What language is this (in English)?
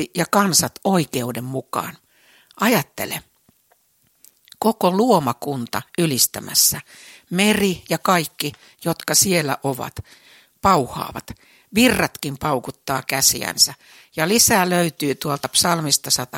Finnish